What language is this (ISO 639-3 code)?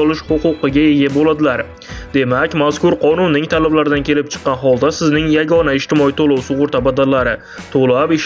uzb